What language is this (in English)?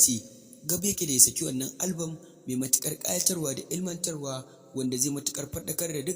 Hausa